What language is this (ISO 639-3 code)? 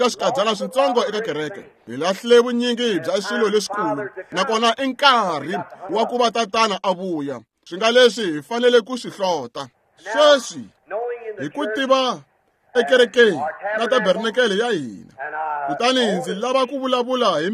tso